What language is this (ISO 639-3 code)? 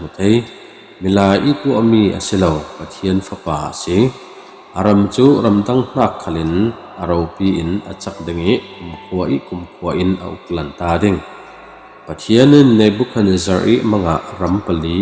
cfm